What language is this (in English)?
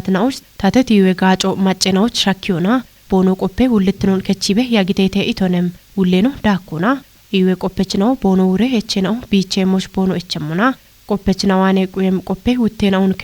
Kafa